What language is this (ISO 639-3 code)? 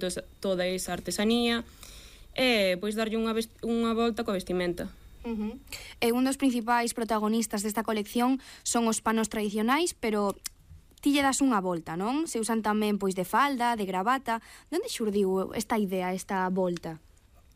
glg